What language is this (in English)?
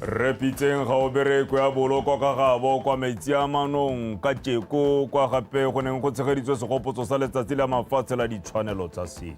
Tswana